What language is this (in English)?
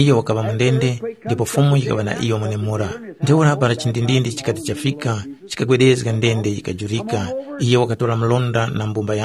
Tumbuka